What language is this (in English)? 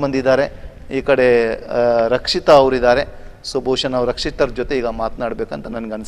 Kannada